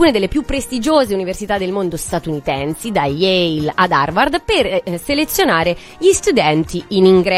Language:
Italian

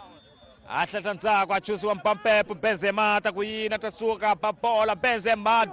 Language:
Tsonga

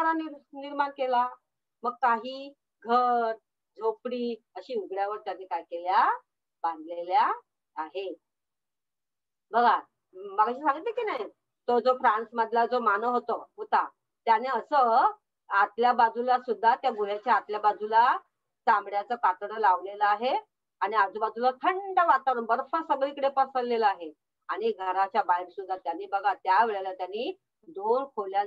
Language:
Marathi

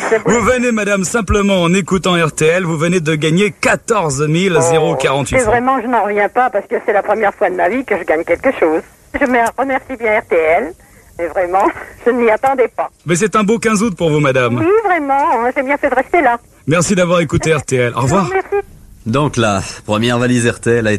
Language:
French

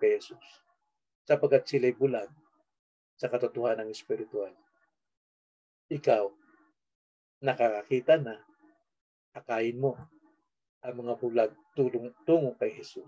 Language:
Filipino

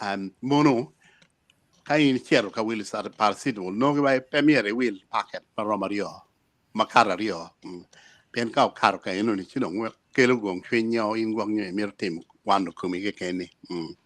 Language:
Acoli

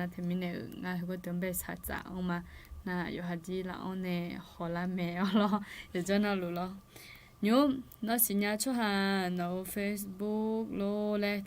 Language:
Akha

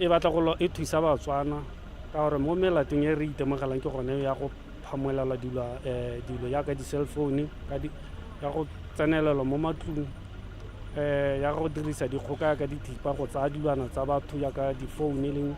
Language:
Tswana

